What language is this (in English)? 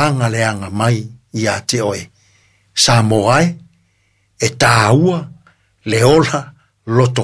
Samoan